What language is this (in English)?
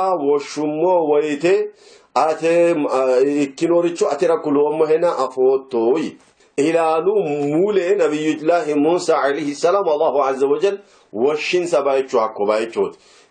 Sidamo